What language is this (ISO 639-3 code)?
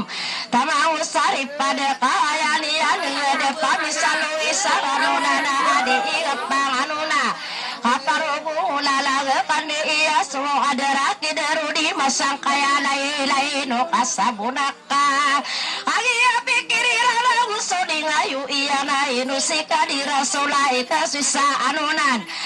mrw